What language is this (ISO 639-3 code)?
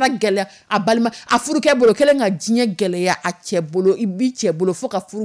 dyu